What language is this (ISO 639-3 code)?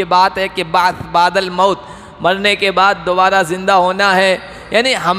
urd